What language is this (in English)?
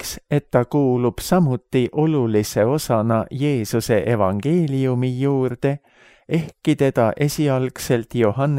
Estonian